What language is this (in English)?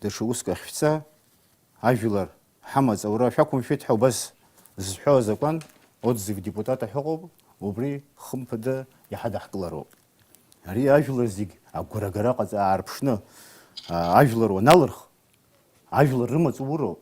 Abkhazian